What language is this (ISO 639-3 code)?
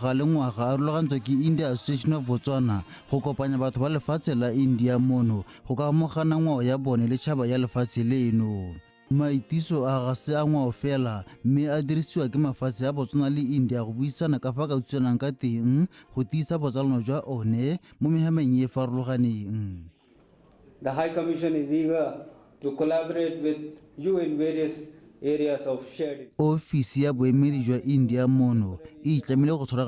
tsn